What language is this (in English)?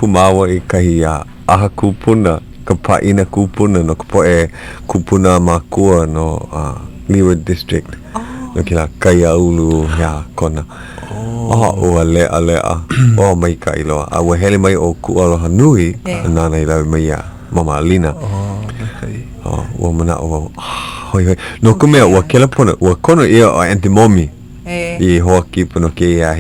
Hawaiian